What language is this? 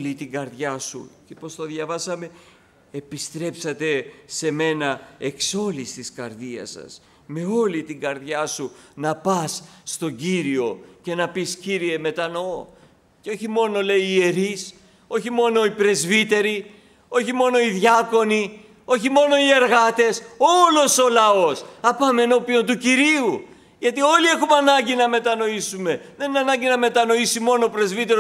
Greek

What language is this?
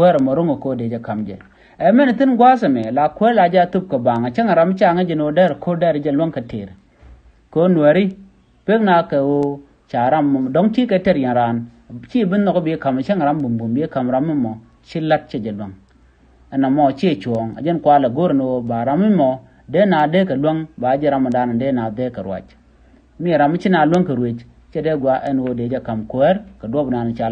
Nuer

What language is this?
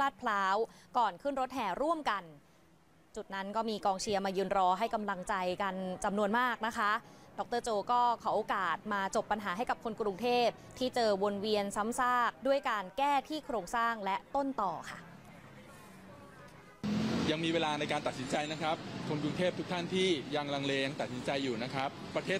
Thai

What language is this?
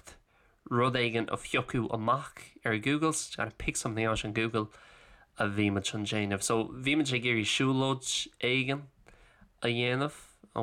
Irish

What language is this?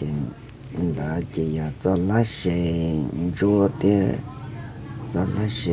Hmong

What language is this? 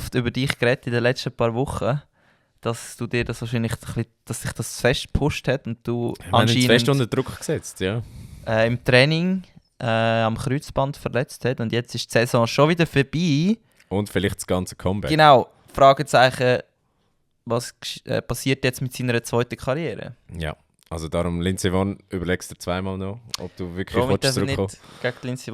Swiss German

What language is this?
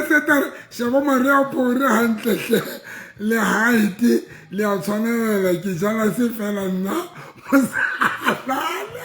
Southern Sotho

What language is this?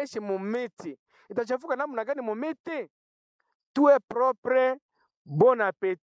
Swahili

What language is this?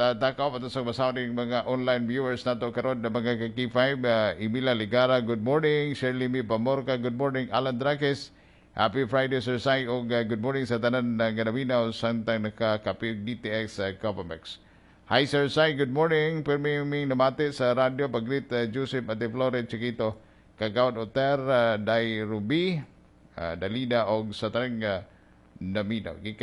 Cebuano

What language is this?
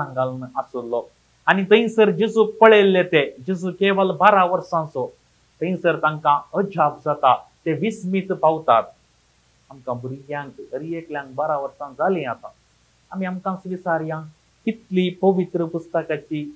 Konkani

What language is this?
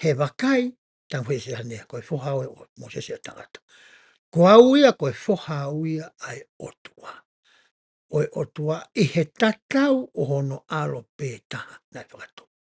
Tongan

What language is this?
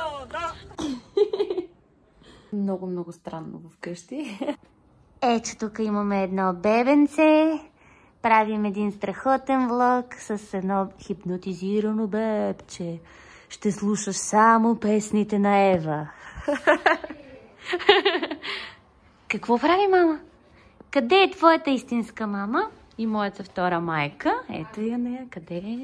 Bulgarian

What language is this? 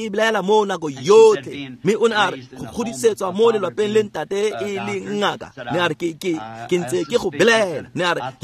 Tswana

